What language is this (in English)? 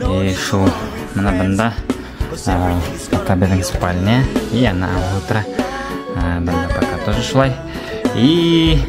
Bashkir